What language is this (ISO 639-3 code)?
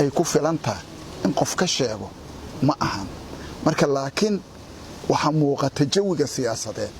som